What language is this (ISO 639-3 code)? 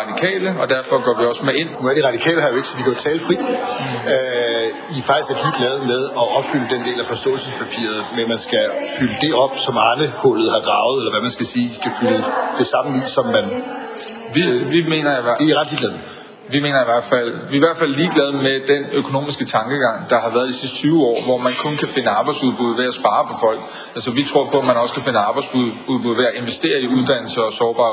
dan